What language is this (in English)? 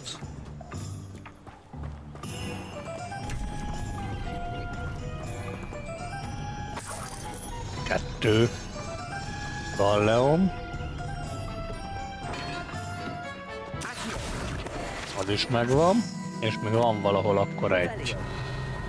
Hungarian